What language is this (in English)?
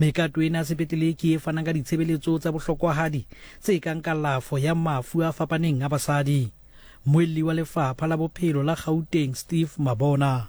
Southern Sotho